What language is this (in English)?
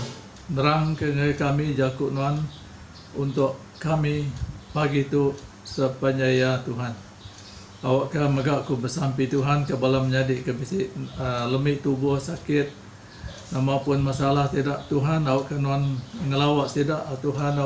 Iban